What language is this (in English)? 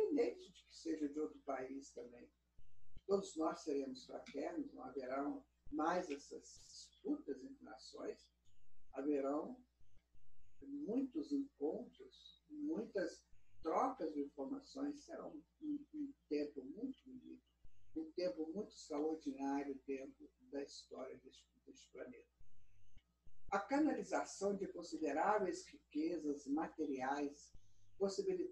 Portuguese